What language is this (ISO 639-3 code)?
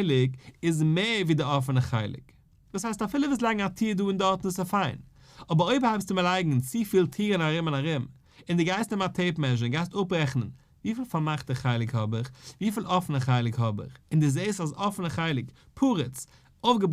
yid